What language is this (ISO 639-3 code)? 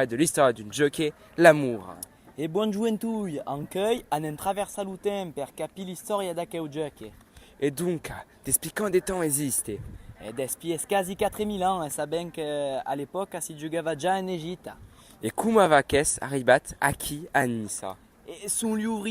oci